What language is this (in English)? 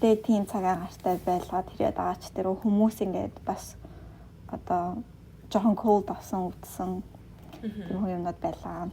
Mongolian